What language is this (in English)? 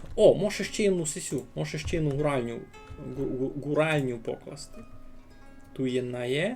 Rusyn